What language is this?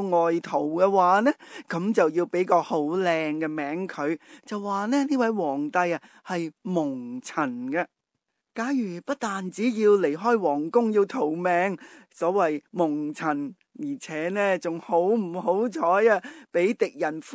Cantonese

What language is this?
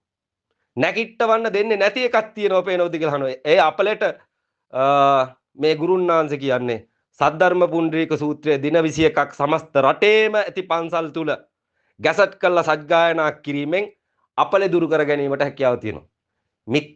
Sinhala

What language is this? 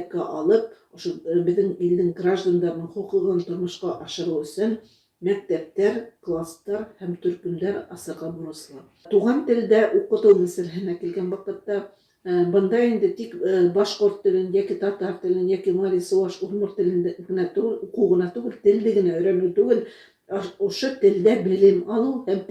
Bashkir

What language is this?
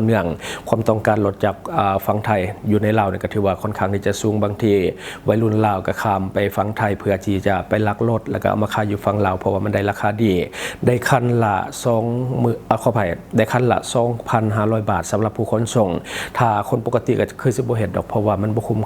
Lao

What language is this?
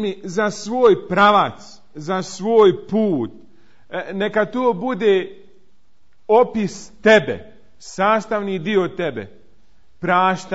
Bosnian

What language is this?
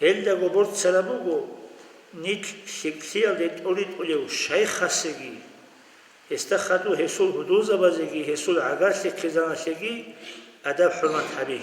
Avaric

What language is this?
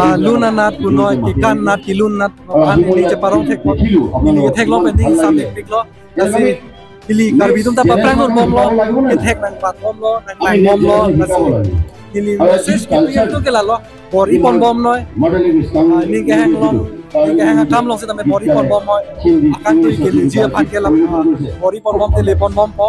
Karbi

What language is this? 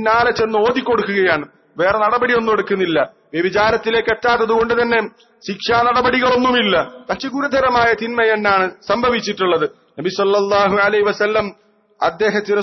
Malayalam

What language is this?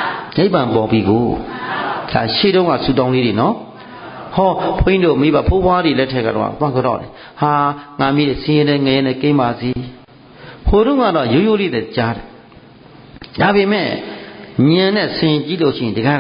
Burmese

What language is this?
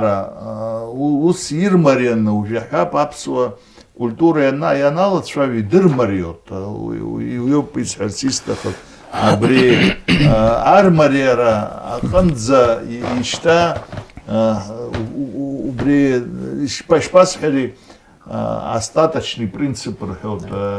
Abkhazian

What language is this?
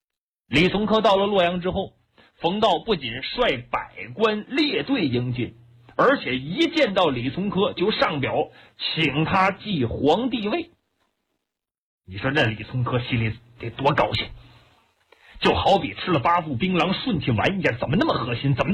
Chinese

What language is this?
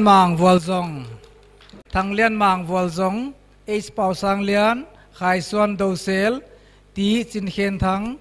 Paite Chin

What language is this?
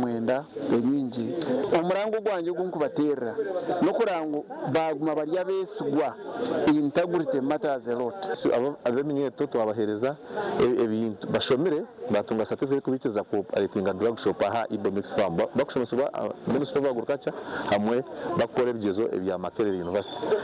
Nyankole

